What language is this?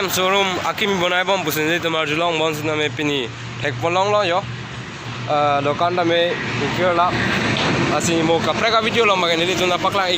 Karbi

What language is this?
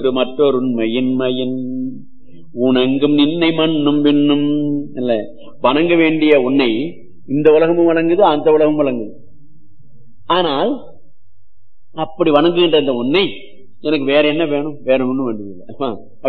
Tamil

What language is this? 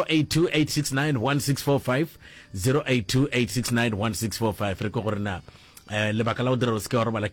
Northern Sotho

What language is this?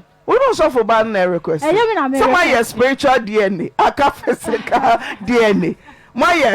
Akan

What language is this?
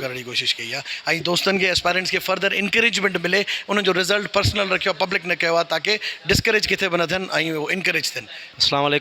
Sindhi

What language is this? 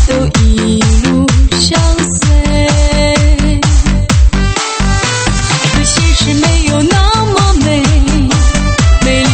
Chinese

